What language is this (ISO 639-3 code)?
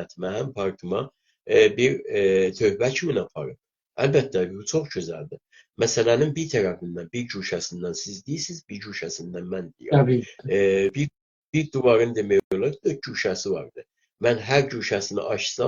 azb